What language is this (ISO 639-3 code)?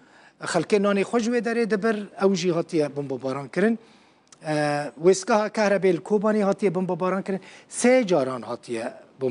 kur